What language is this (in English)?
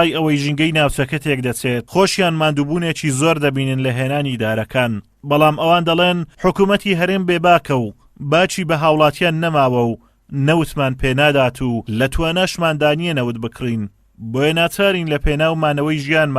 Central Kurdish